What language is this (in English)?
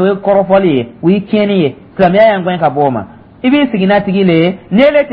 Dyula